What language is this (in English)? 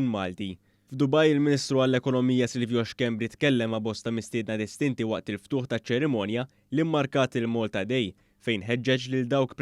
Maltese